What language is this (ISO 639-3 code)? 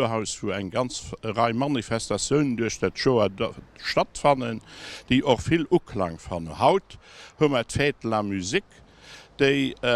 ltz